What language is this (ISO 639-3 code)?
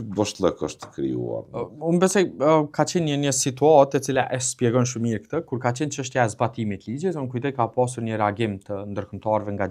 sqi